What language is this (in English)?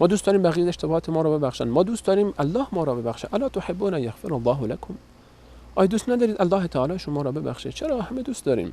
Persian